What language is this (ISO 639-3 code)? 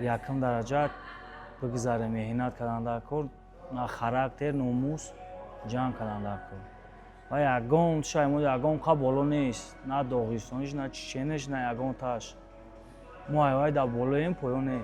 tgk